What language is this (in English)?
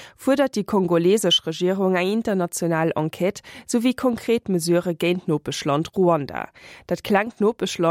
Luxembourgish